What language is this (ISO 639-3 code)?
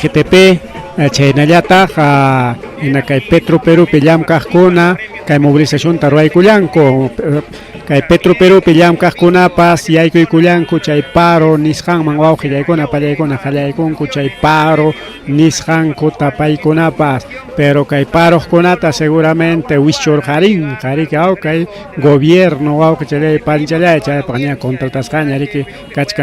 quy